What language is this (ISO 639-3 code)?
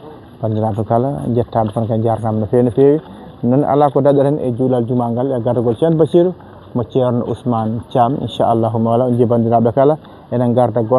ful